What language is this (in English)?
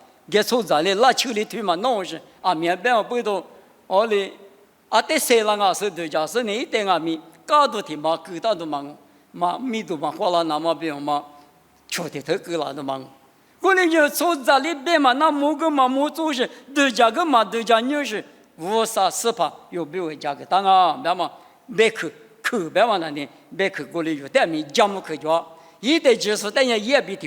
Lisu